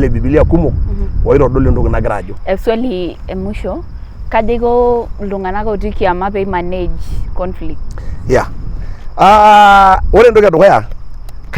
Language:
Masai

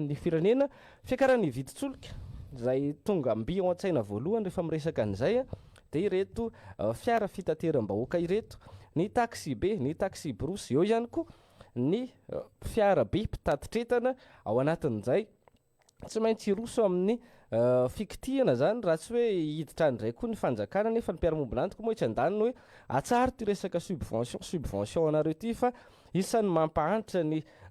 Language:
Malagasy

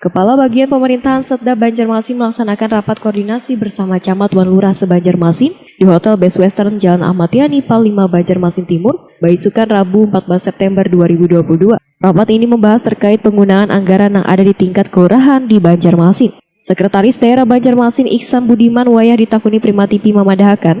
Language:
Banjar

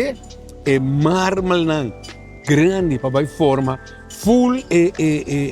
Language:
Papiamento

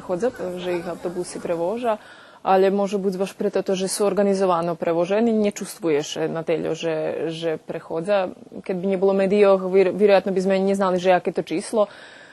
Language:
Rusyn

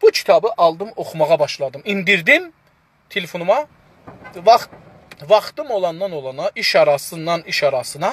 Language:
South Azerbaijani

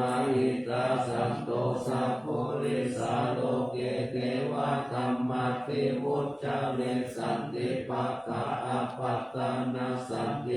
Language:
Pali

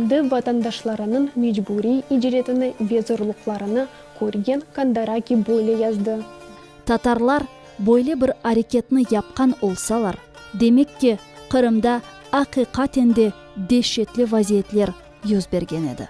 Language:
Crimean Tatar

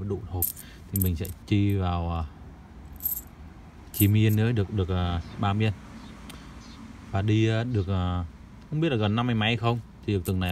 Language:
Vietnamese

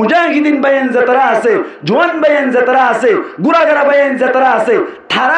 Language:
Rohingya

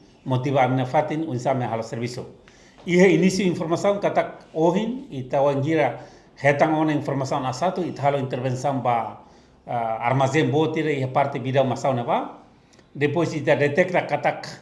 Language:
Tetum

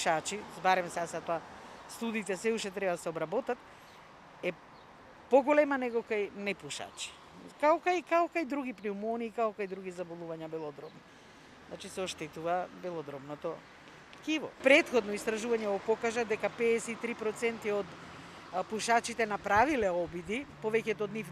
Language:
Macedonian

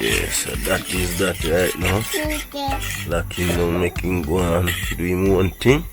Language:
Jamaican Creole English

